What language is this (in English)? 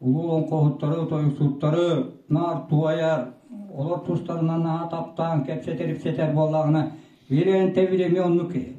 Yakut